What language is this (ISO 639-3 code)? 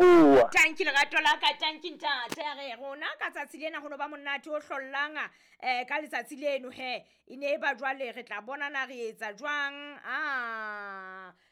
sot